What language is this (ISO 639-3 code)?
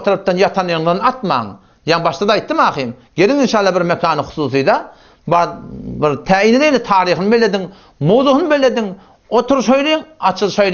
tuk